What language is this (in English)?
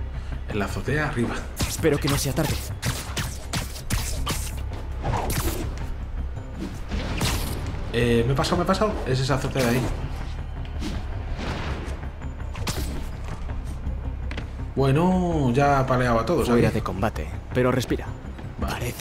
Spanish